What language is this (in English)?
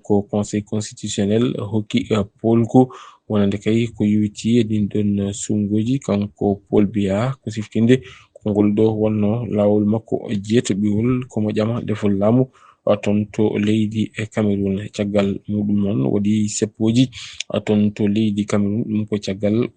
Fula